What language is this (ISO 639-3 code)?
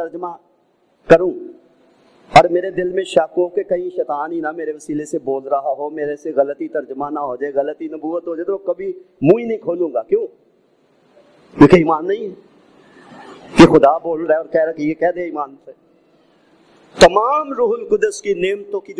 urd